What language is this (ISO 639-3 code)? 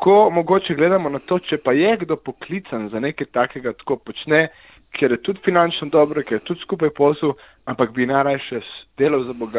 slv